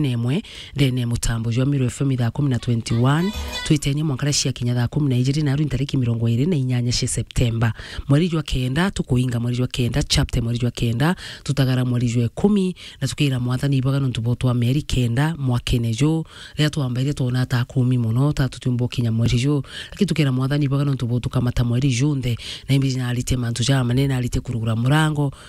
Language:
Meru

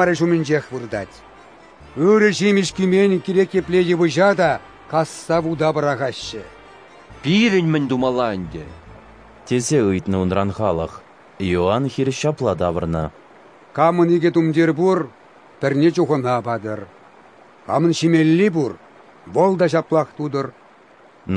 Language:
Chuvash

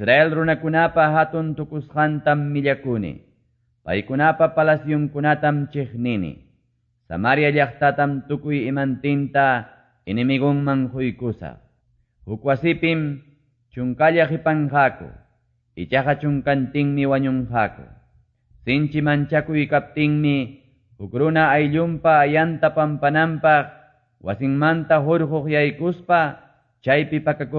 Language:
Quechua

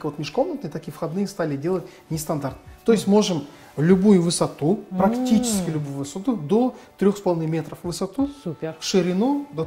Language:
Russian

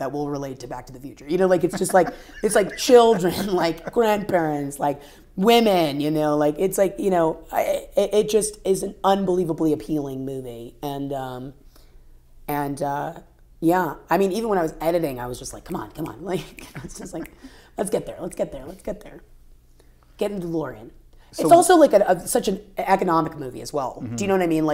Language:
English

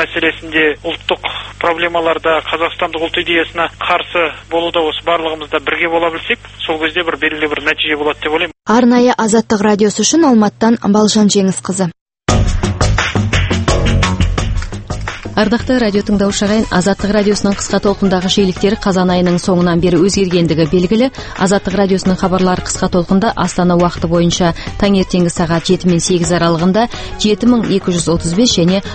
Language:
Kazakh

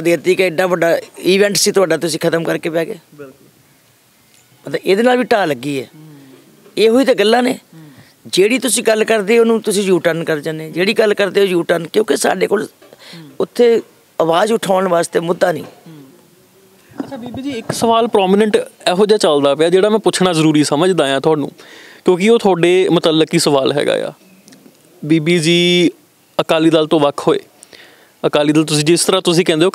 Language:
Punjabi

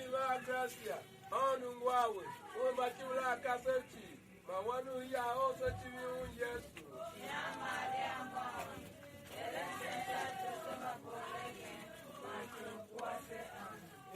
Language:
Tiv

